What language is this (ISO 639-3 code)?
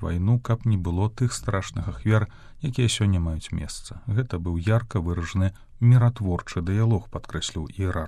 bel